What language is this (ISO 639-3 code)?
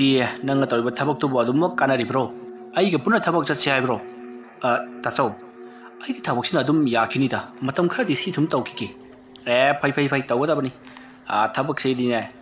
mni